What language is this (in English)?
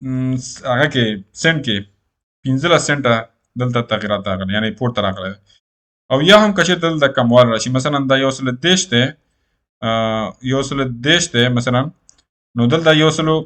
Pashto